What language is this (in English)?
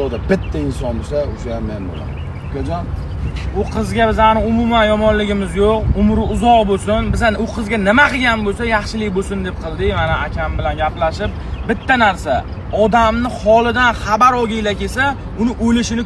Uzbek